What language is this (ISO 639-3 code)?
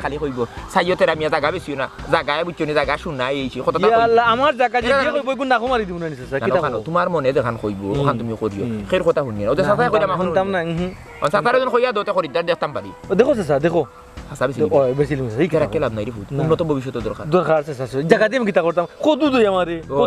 syl